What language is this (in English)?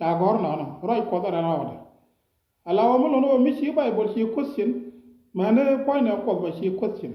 Nuer